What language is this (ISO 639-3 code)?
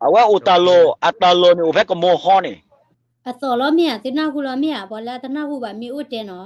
ksw